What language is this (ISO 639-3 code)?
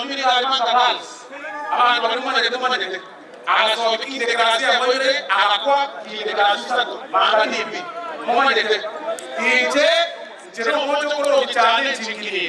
guz